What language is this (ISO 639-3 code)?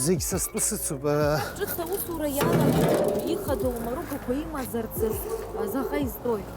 abk